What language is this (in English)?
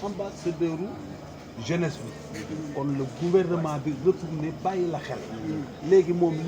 Wolof